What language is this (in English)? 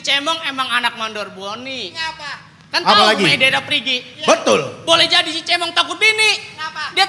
Betawi